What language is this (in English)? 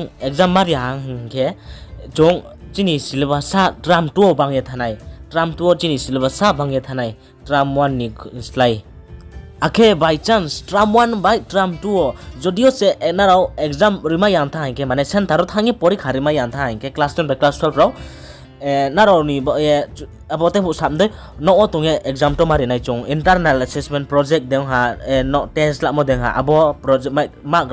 Riang (India)